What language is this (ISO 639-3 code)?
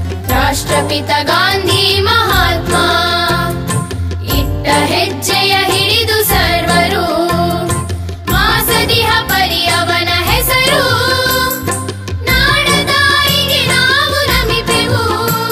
kan